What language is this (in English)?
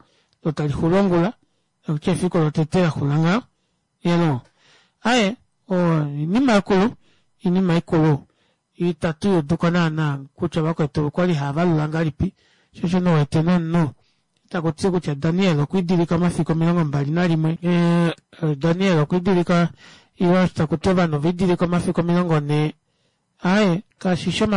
Kuanyama